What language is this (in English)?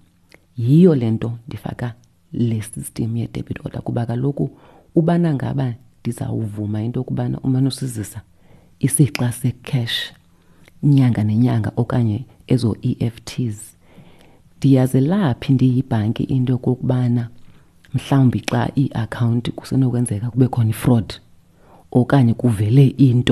Xhosa